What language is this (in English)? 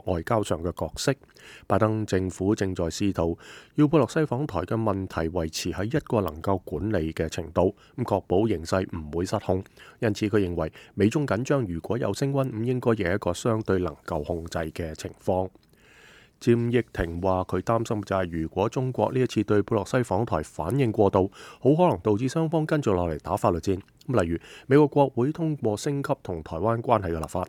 Cantonese